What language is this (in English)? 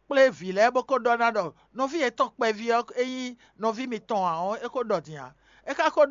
Fon